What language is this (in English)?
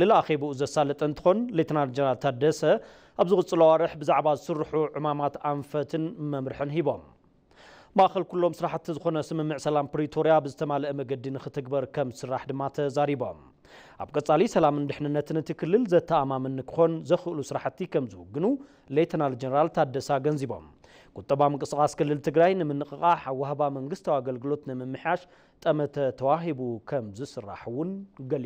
Tigrinya